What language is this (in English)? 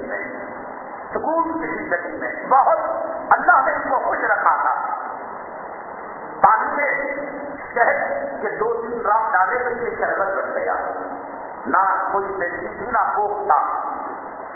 Urdu